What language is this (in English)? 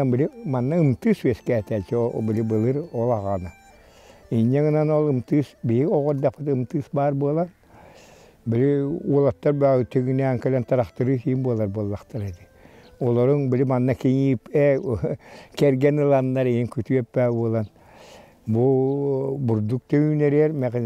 Yakut